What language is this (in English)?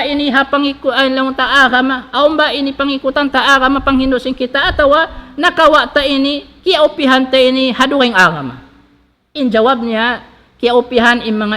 Tausug